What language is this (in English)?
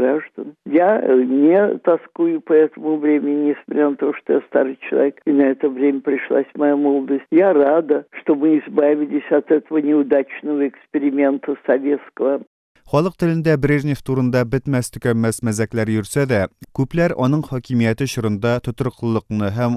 Tatar